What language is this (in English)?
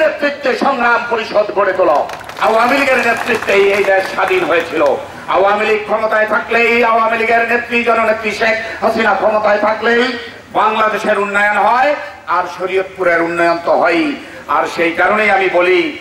Bangla